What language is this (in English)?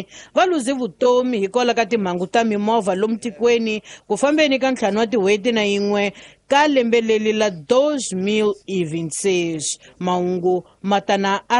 Tsonga